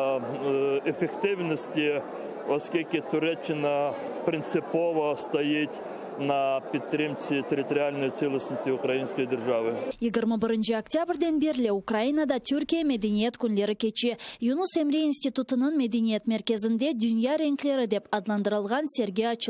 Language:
Crimean Tatar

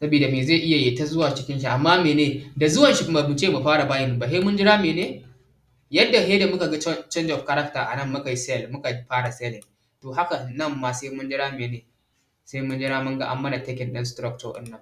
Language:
Hausa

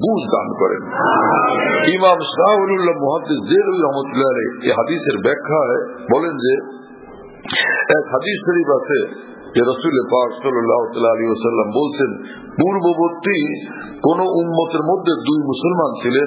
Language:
Bangla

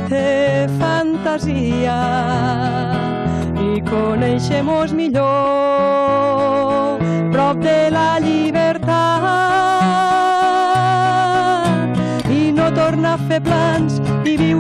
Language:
Catalan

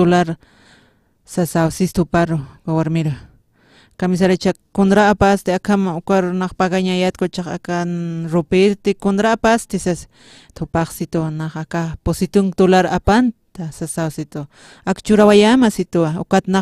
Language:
Aymara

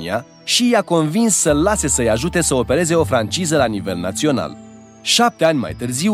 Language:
Romanian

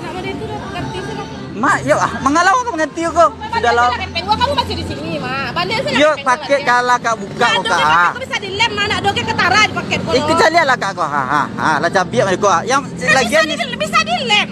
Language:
Minangkabau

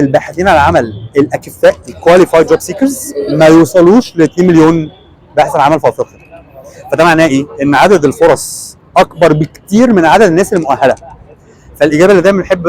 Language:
Egyptian Arabic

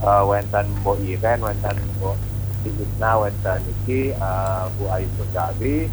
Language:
Balinese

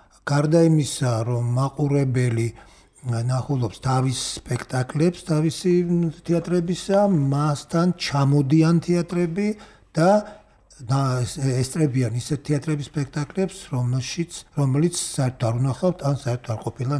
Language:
Georgian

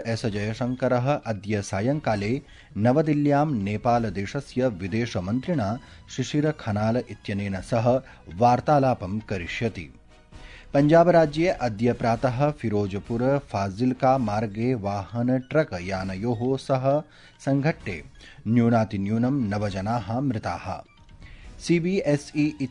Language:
Sanskrit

